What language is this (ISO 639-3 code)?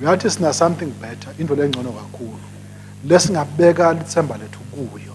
ssw